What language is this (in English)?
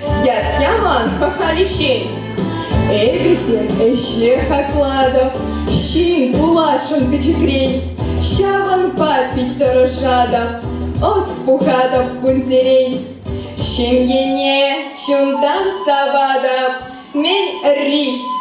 Chuvash